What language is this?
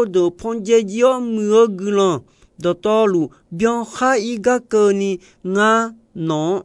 Akha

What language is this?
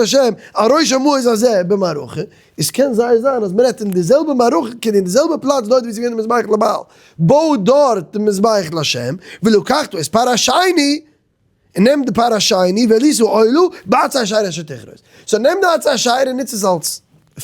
Yiddish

